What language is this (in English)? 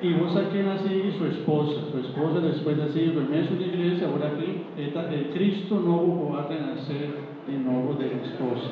Papiamento